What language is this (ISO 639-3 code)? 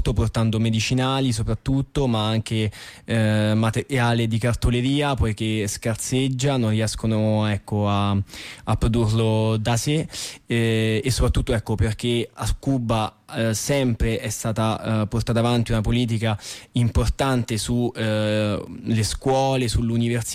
ita